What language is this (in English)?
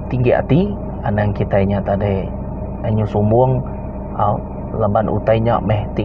Iban